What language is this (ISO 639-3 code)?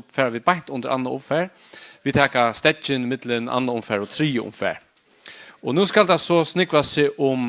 fao